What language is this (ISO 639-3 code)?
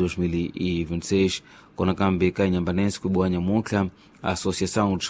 tso